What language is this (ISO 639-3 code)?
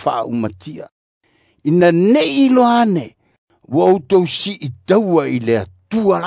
smo